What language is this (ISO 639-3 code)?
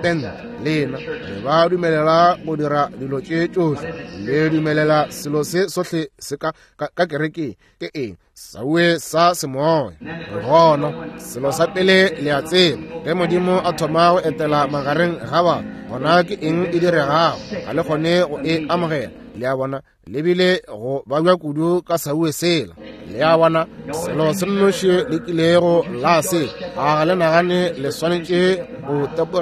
nso